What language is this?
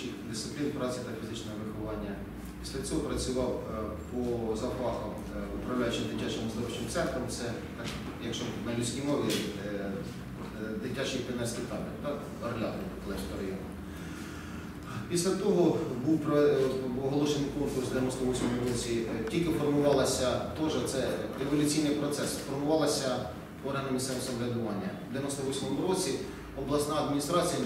Ukrainian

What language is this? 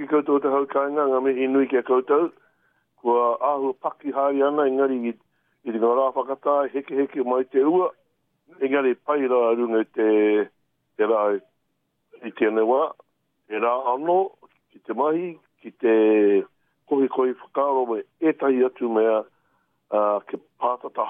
Māori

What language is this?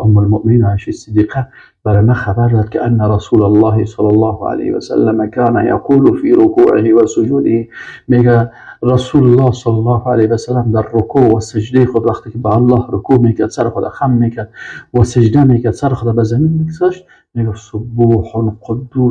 Persian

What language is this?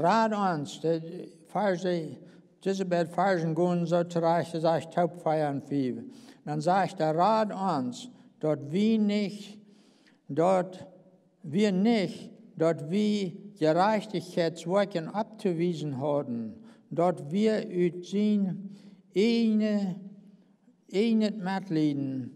Plautdietsch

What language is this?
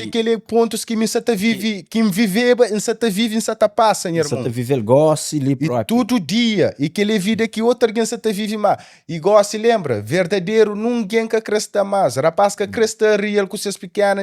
Kabuverdianu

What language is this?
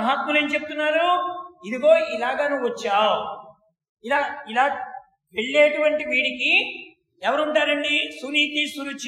Telugu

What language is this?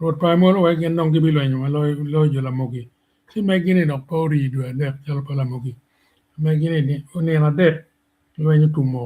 Acoli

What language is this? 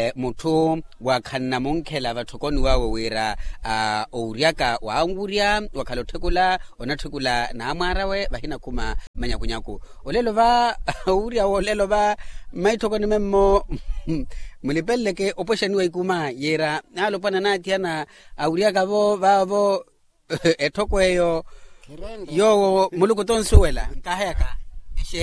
Makhuwa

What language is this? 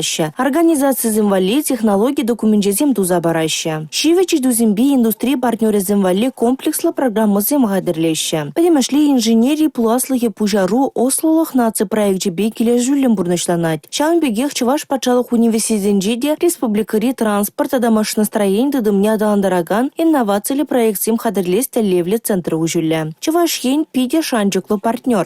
Chuvash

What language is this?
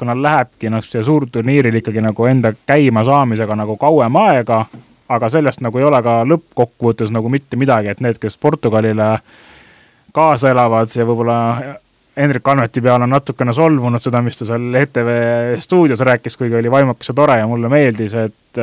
Estonian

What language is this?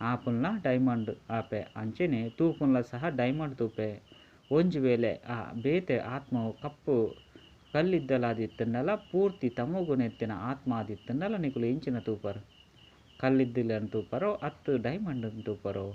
Tulu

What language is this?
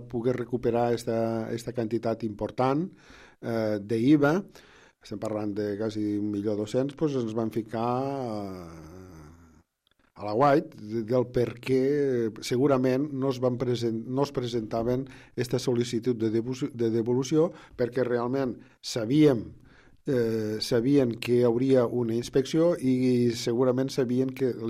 Catalan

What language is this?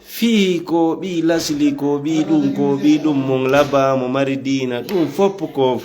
Fula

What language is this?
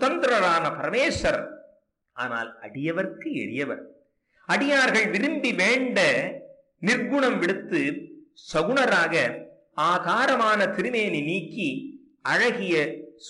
Tamil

